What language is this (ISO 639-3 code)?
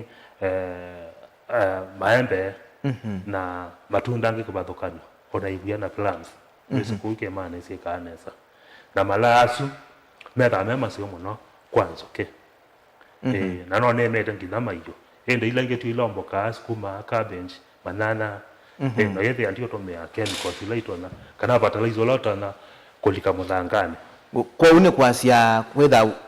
kam